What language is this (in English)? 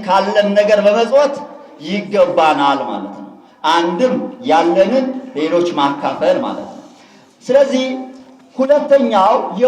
Amharic